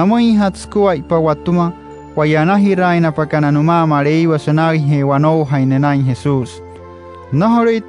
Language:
Wayuu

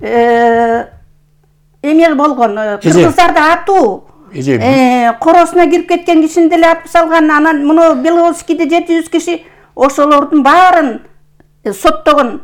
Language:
Kyrgyz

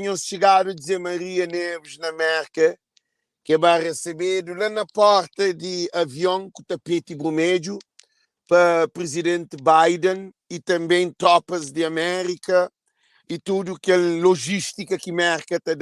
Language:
Kabuverdianu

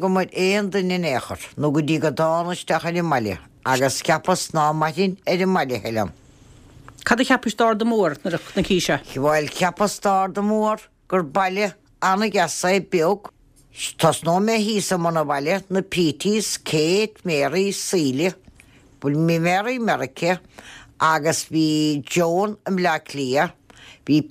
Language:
Irish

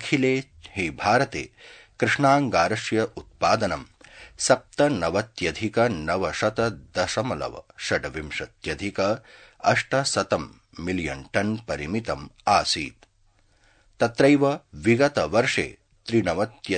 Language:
Sanskrit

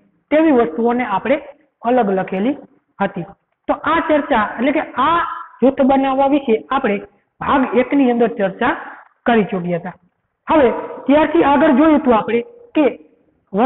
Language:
Gujarati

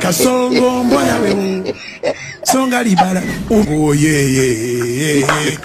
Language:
Nigerian Pidgin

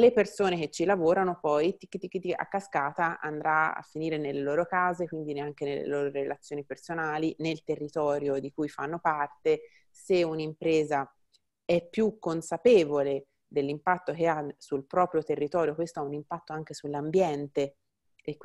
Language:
Italian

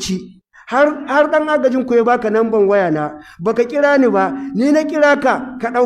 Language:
Hausa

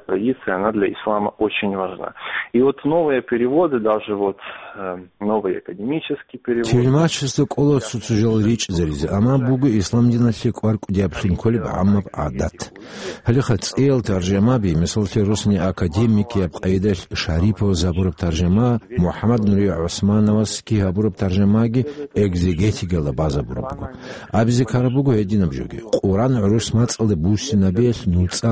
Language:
Avaric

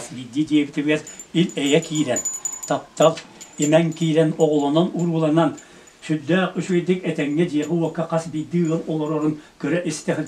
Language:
Yakut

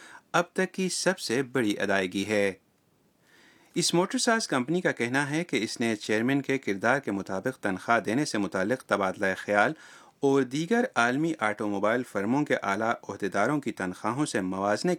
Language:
Urdu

